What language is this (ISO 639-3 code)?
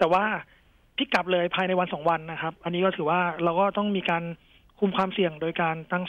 tha